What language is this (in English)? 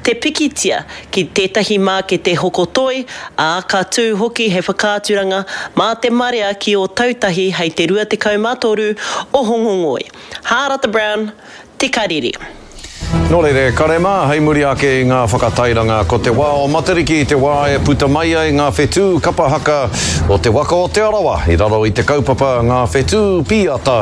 Māori